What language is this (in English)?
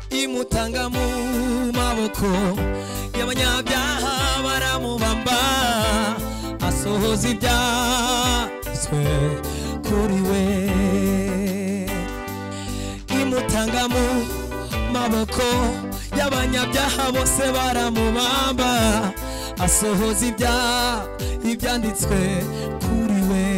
Kinyarwanda